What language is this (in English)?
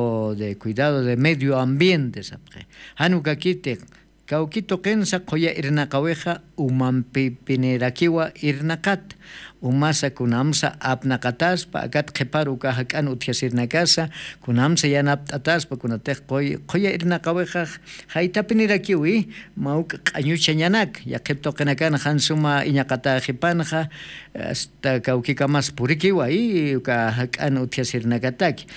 Aymara